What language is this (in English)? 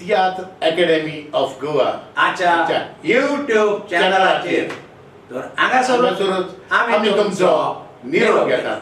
Konkani